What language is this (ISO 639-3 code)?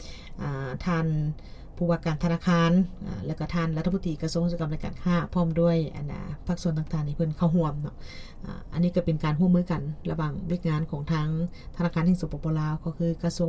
lao